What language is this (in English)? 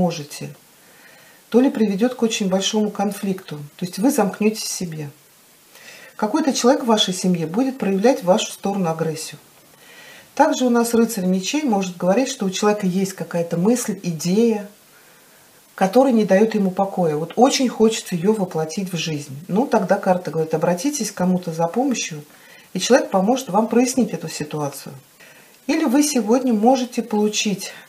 Russian